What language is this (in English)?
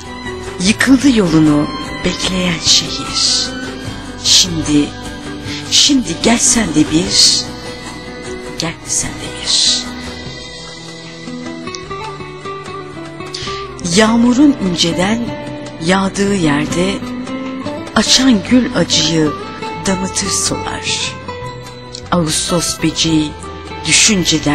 Turkish